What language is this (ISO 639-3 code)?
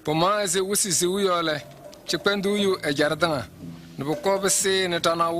kbp